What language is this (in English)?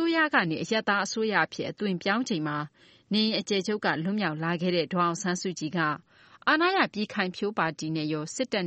Burmese